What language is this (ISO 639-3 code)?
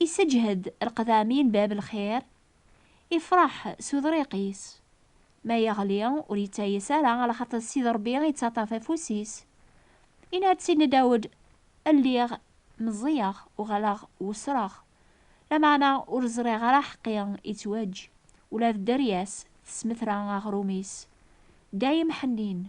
kab